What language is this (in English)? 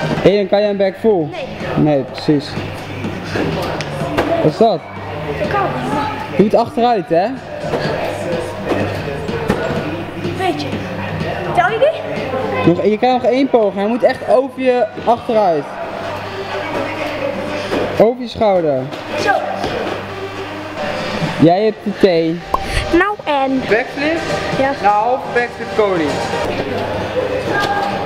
Dutch